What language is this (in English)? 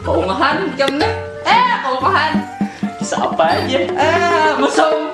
Banjar